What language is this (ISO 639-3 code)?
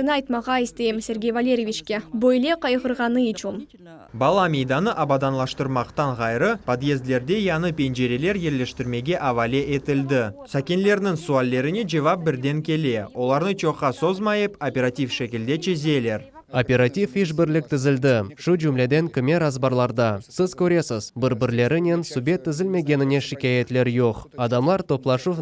crh